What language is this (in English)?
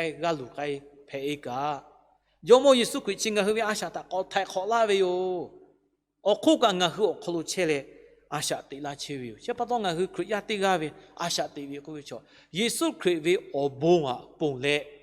Lahu